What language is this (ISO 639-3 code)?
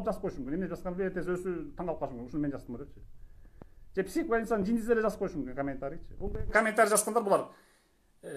kir